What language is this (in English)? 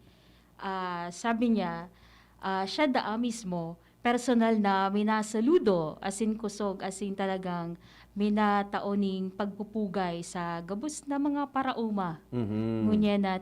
Bikol